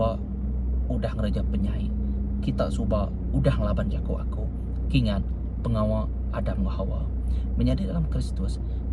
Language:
Iban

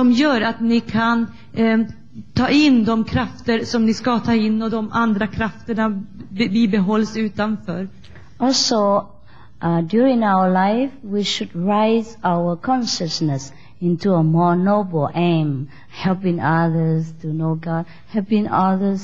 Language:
Swedish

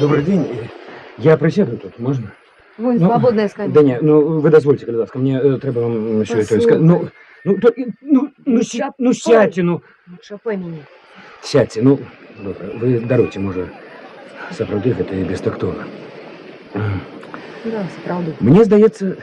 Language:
Belarusian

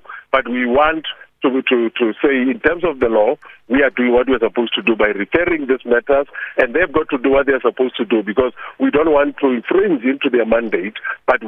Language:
English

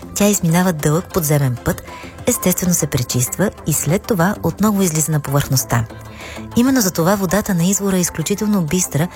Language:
Bulgarian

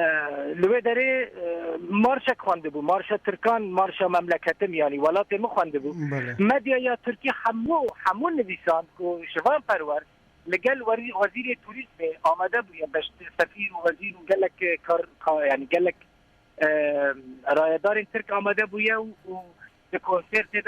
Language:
Kurdish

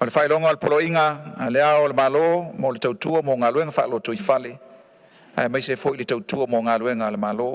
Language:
Samoan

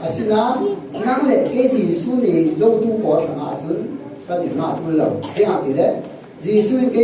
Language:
Falam Chin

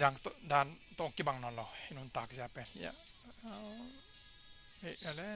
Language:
Tedim Chin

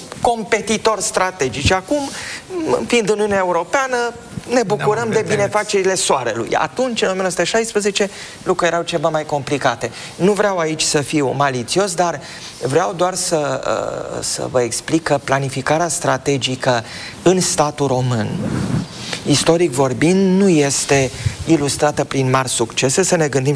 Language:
Romanian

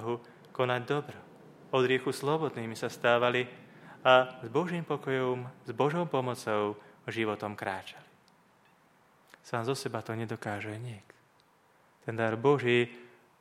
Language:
Slovak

